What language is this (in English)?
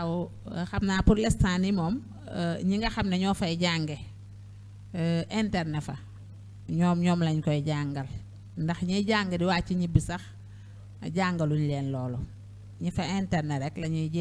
Wolof